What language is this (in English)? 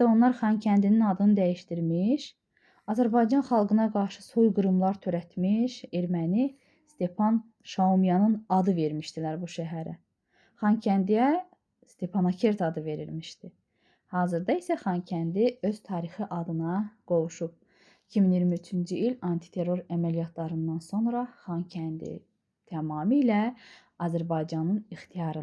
Azerbaijani